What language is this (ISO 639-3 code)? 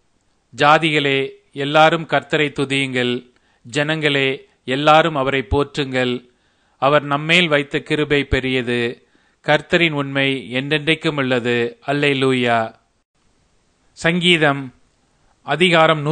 tam